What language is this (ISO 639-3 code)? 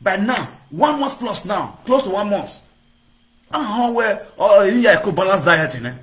pcm